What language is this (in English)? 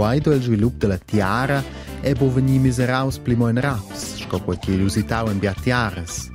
Romansh